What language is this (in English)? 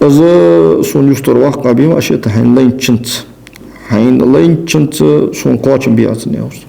Ingush